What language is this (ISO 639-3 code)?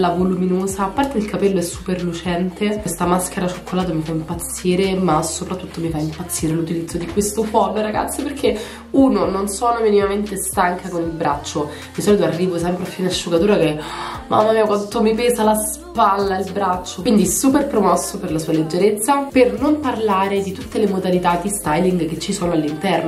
ita